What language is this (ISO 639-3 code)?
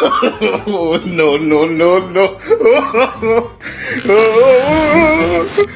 ceb